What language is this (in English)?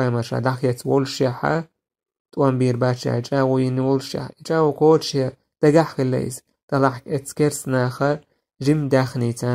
Chechen